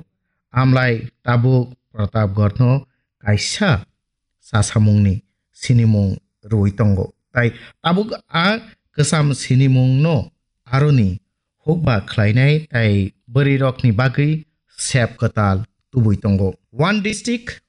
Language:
Kok Borok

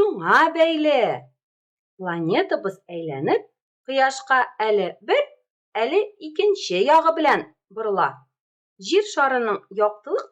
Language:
Tatar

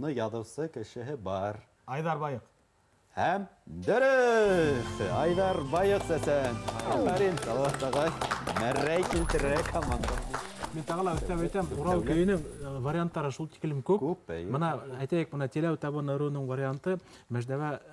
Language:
Bashkir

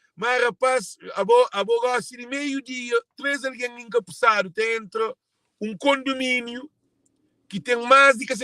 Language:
Kabuverdianu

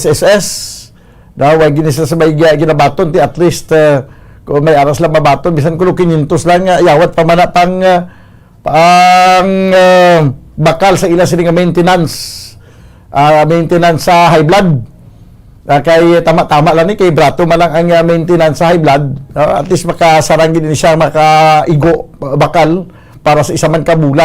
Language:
Hiligaynon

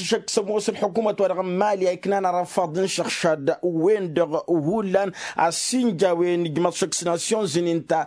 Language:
Tamasheq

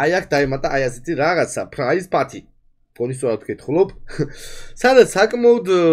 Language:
Georgian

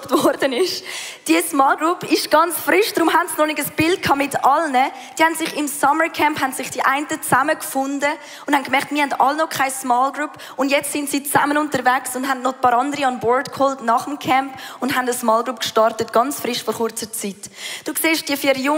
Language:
Swiss German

